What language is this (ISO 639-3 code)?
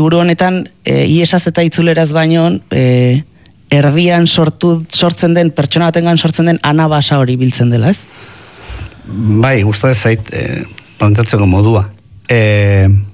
eus